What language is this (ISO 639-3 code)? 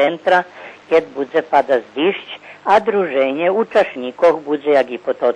rue